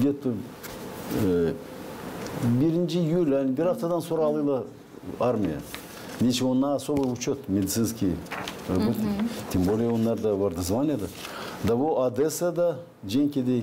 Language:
Gagauz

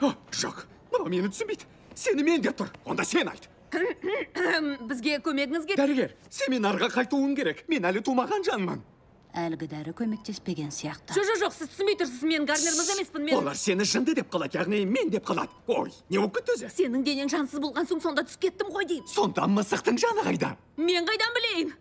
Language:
Kazakh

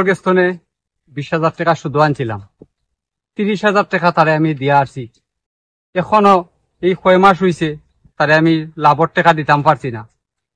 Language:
Sylheti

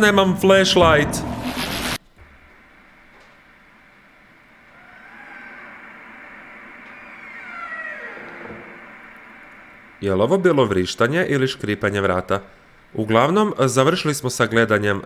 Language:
Croatian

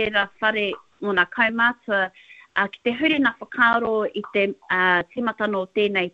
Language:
Māori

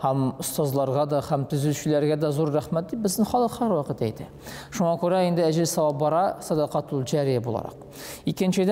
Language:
Tatar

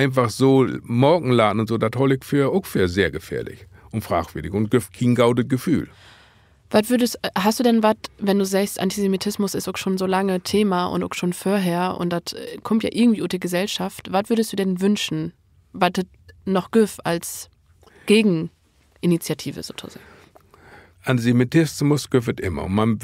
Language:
Low German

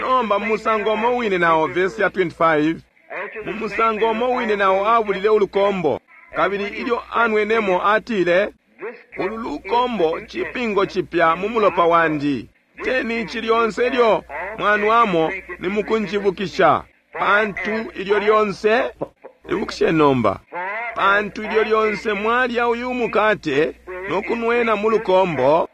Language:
Bemba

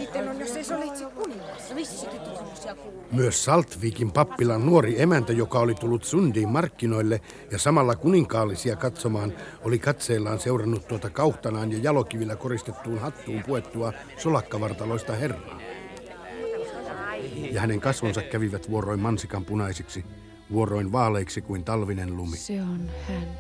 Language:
Finnish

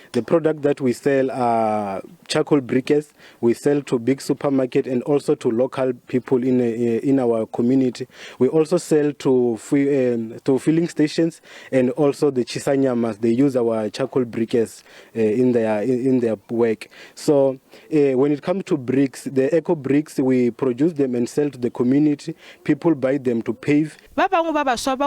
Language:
Northern Sotho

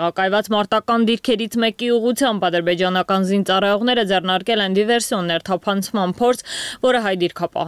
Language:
Armenian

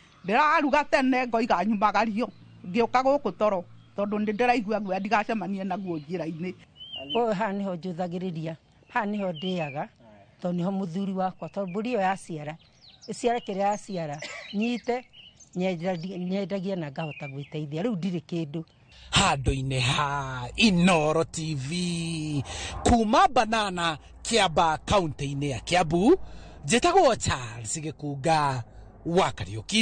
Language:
Kikuyu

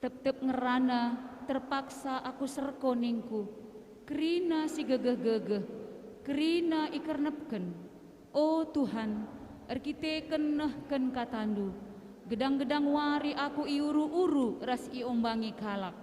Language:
Batak Karo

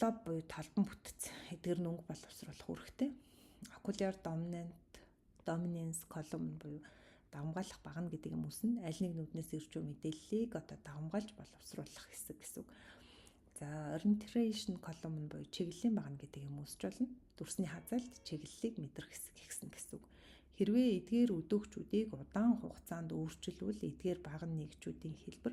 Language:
Mongolian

